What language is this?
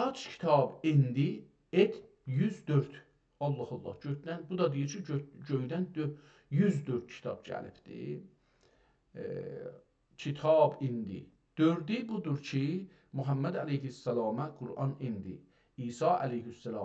South Azerbaijani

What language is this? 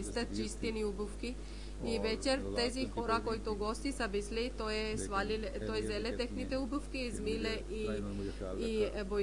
Bulgarian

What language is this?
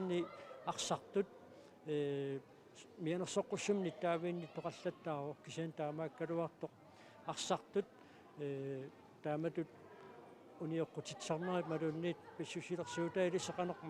Kalaallisut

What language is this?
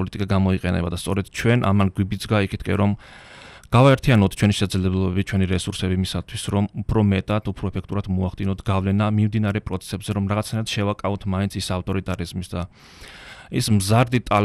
Georgian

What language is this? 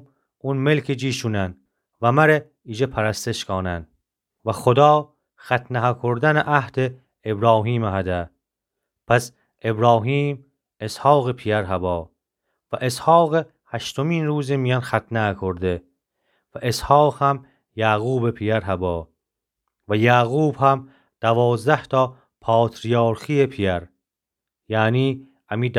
Gilaki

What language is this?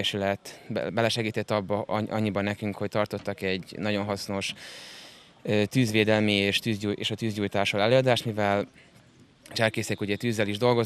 Hungarian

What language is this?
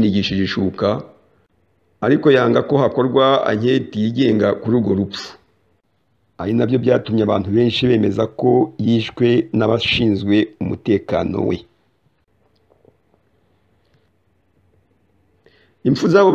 Kinyarwanda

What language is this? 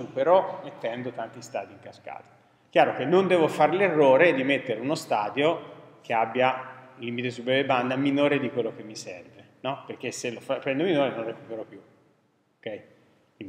Italian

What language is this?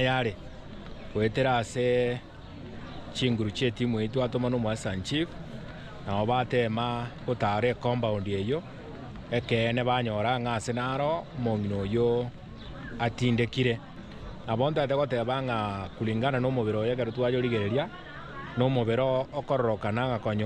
Gusii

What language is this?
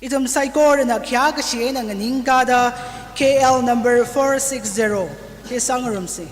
Tangkhul Naga (India)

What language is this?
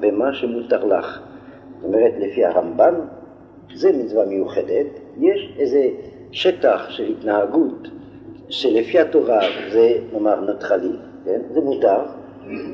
Hebrew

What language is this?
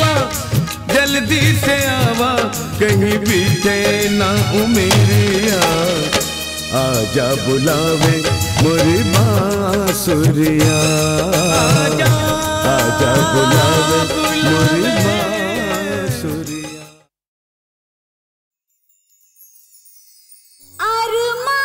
Bhojpuri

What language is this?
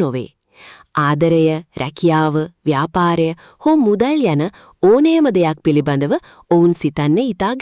Sinhala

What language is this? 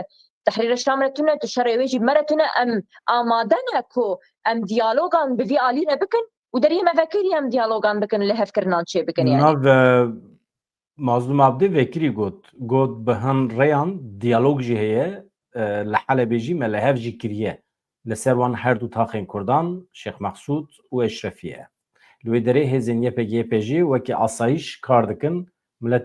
Kurdish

